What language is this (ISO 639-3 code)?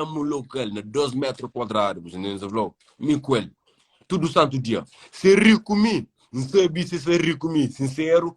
kea